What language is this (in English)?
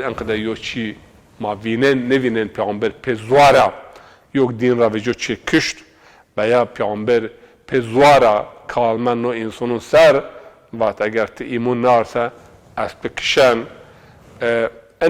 Zaza